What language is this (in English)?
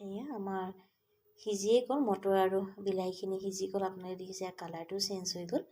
Assamese